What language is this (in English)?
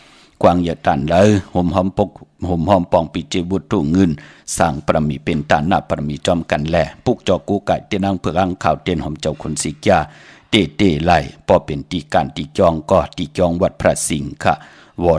Shan